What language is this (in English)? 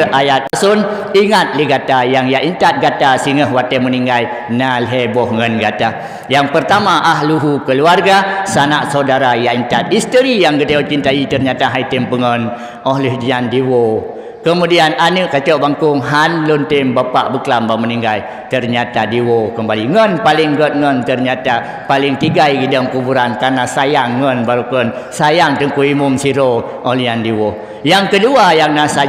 Achinese